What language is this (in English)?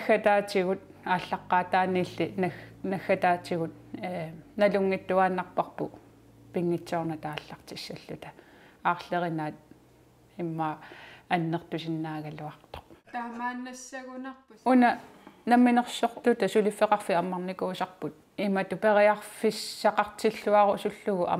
Kalaallisut